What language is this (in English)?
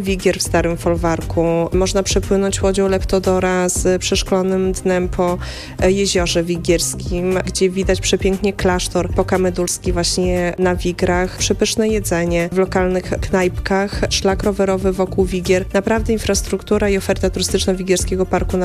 Polish